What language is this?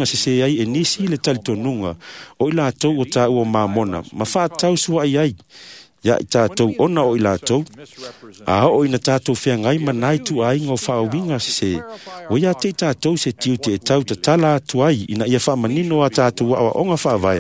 Samoan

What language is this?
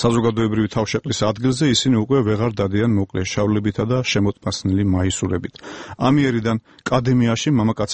Georgian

